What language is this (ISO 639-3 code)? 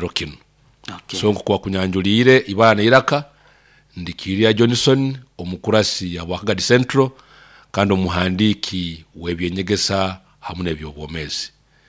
nyo